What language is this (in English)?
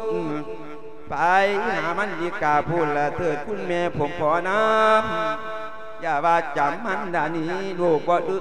Lao